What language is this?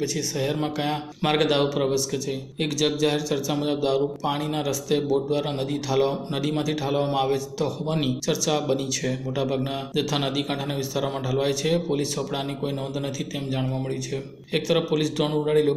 Gujarati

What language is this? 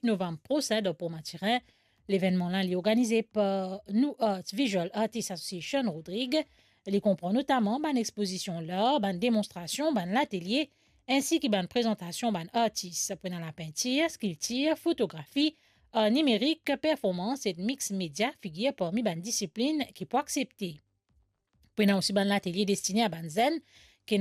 Morisyen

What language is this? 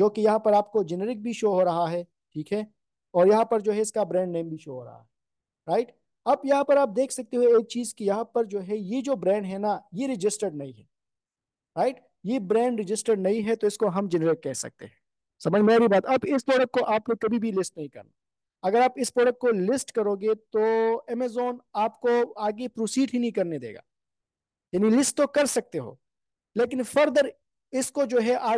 Hindi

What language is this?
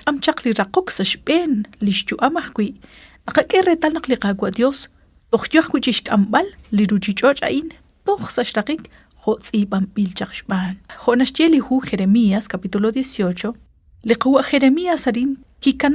Kekchí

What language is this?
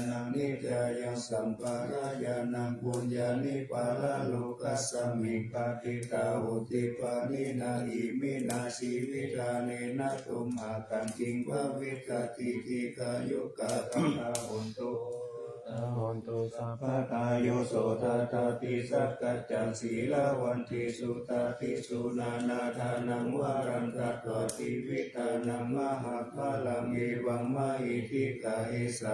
Pali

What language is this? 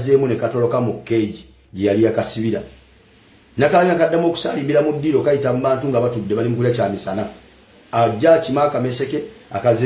Ganda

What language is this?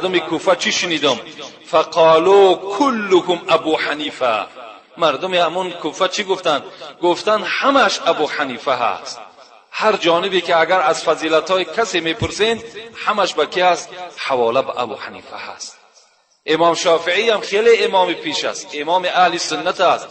Tajik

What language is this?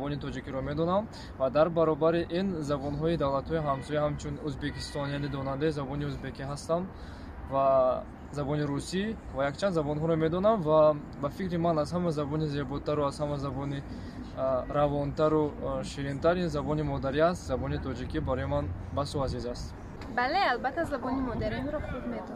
Tajik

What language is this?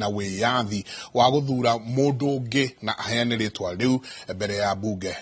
Kikuyu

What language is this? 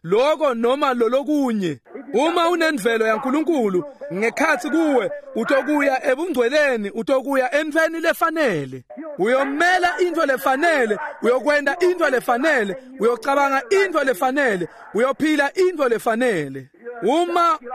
Swati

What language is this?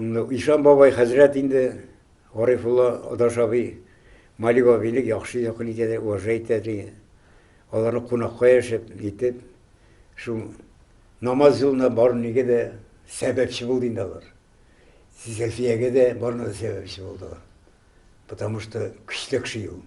Tatar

